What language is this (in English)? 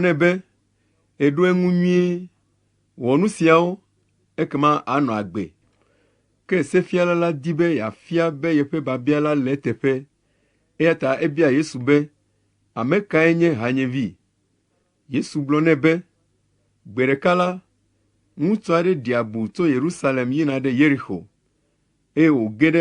Ewe